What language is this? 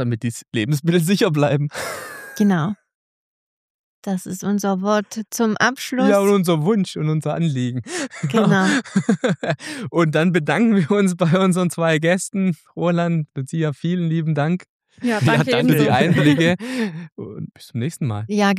German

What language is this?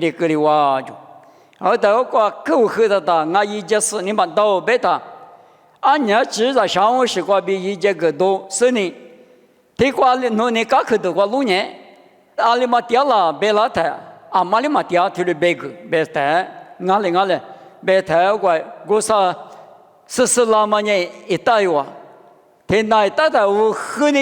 Lisu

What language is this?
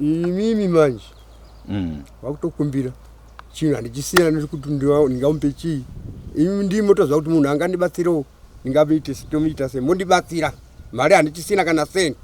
Shona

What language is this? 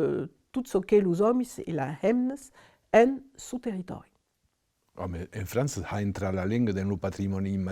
Occitan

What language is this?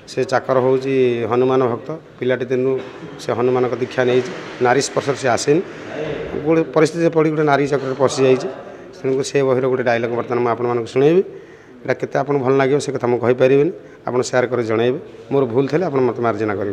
Odia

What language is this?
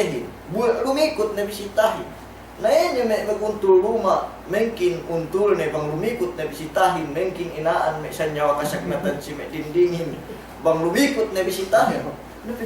Yakan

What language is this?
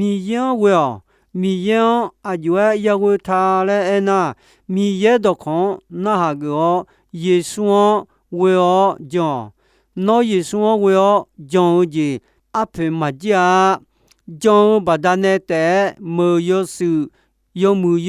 Akha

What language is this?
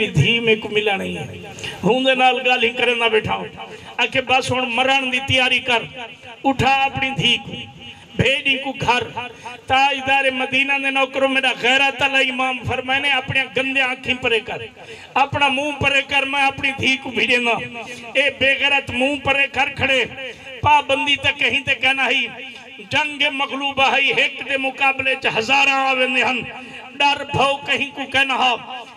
Saraiki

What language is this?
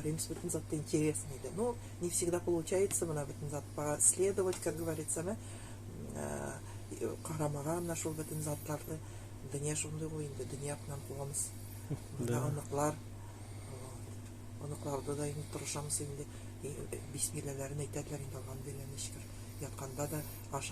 Nogai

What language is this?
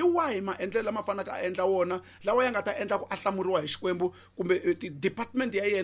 Tsonga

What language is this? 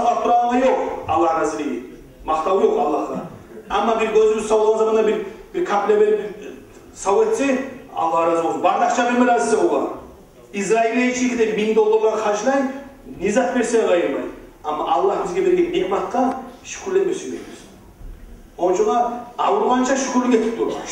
Kumyk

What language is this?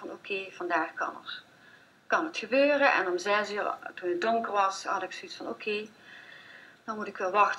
Dutch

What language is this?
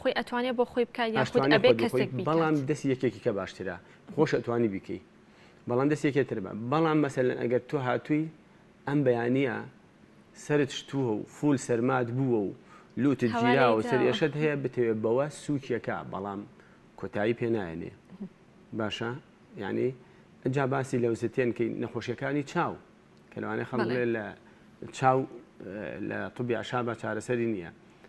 Central Kurdish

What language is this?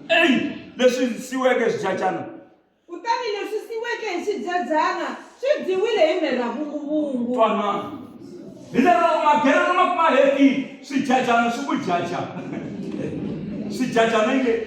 Tsonga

